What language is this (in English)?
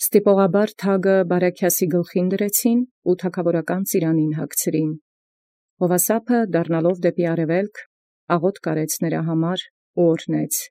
Armenian